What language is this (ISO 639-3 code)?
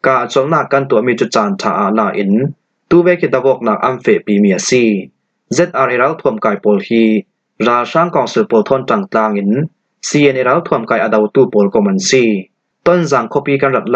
cfm